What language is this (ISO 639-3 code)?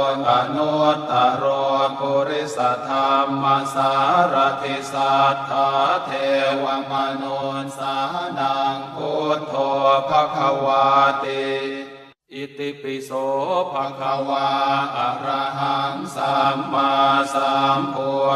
pli